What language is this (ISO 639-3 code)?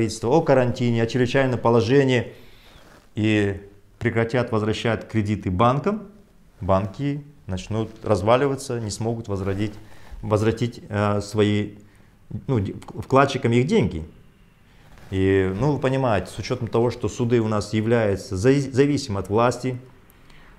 rus